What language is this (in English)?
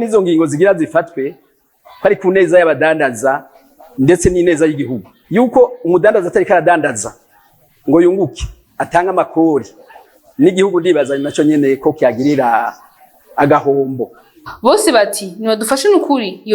Rundi